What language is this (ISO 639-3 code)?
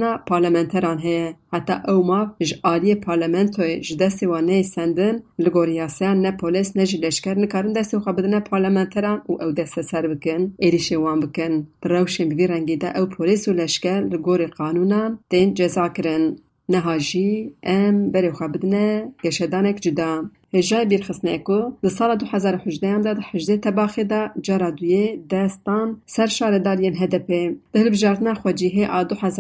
kur